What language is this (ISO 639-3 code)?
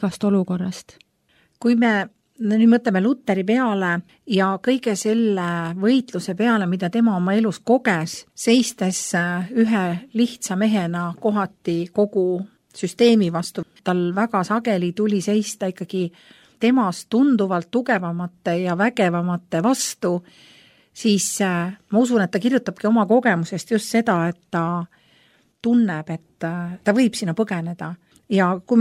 est